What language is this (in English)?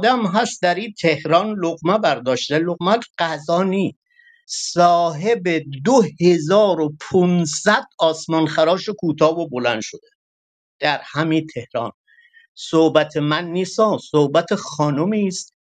Persian